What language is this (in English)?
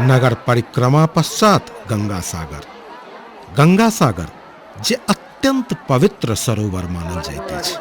Maithili